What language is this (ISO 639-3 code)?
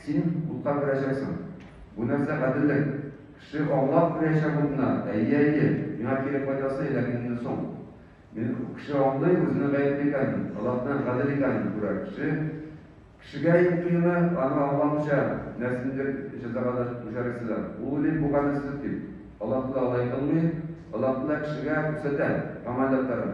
tat